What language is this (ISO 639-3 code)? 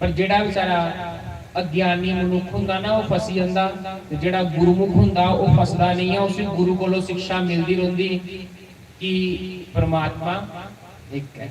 doi